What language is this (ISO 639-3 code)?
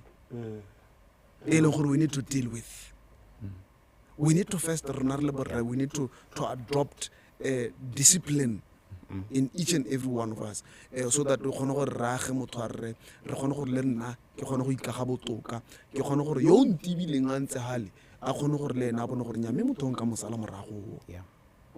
tsn